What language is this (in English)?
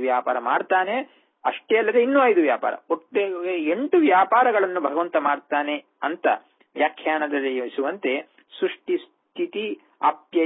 Kannada